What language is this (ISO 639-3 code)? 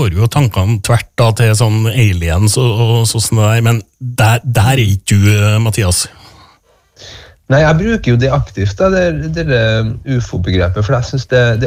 nor